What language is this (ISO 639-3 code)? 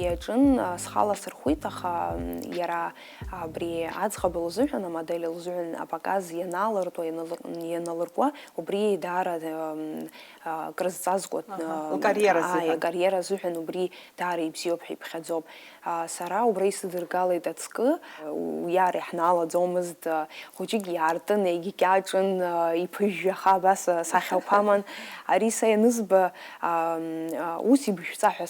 abk